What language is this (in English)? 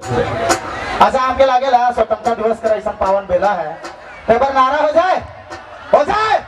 Sadri